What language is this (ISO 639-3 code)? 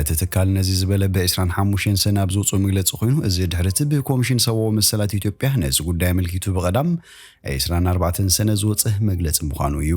tir